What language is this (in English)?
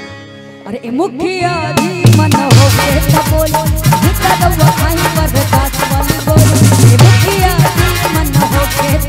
Bhojpuri